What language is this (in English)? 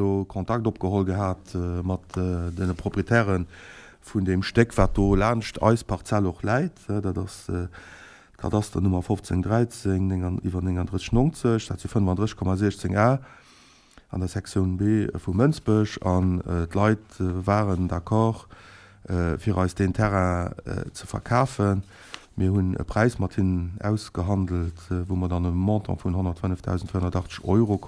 Luxembourgish